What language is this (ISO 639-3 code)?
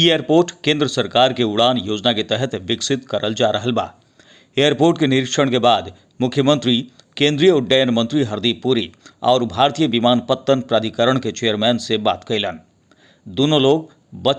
bho